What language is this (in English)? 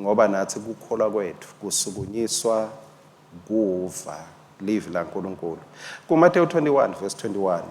Swati